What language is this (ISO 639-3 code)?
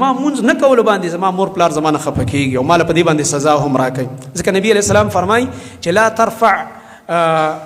pus